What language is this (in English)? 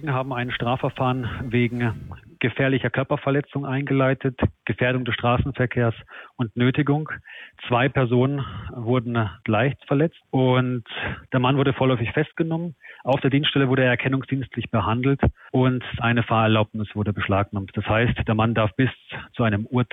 German